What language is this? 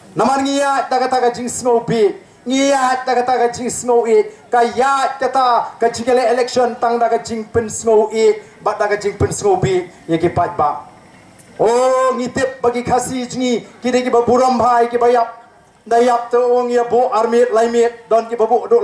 Khasi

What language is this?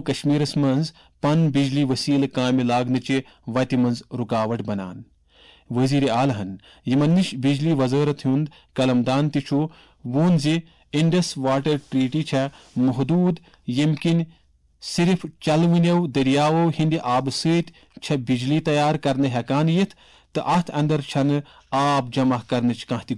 Kashmiri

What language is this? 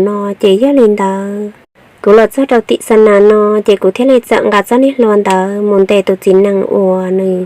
Hmong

